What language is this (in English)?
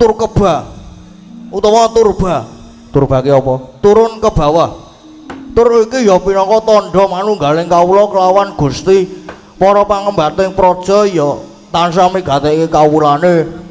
Javanese